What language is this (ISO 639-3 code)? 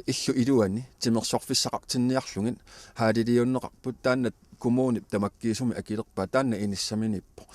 kal